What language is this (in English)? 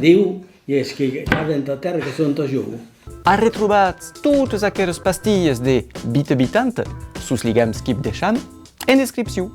Occitan